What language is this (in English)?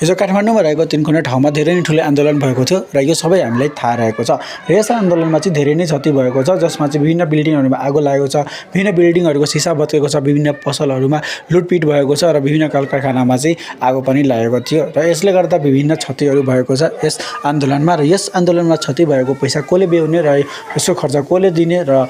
Nepali